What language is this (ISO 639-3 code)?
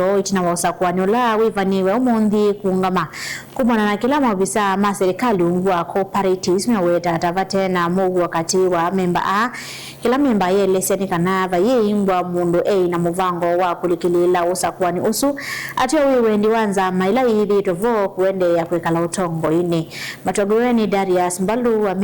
kam